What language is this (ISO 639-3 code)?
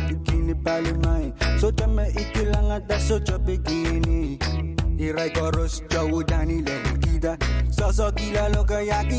pon